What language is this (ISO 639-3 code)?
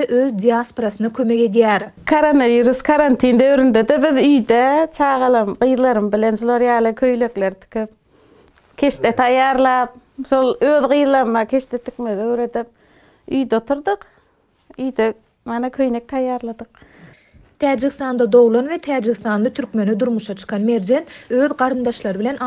tuk